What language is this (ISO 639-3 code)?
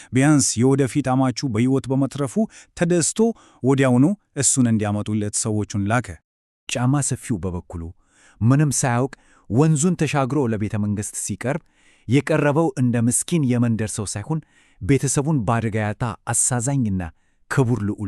amh